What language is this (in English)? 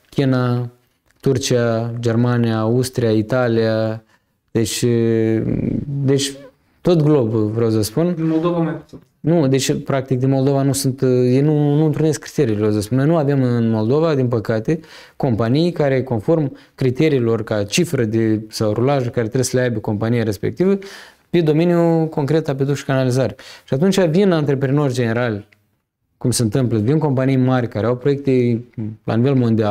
Romanian